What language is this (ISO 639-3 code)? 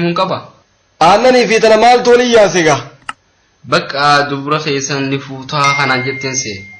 orm